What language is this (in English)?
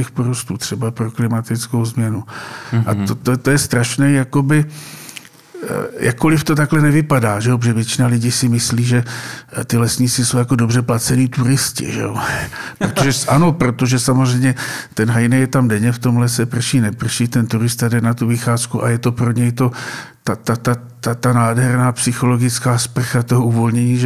Czech